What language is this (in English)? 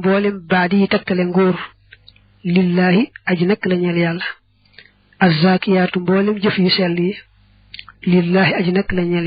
Wolof